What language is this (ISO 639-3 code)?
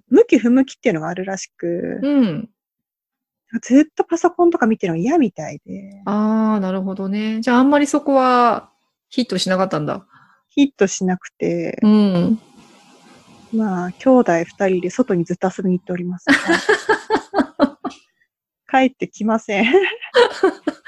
jpn